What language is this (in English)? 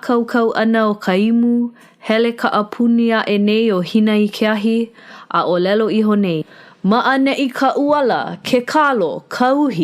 Hawaiian